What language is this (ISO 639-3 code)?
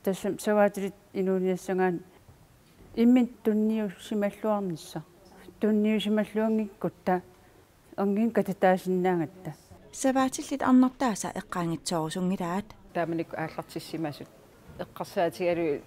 kal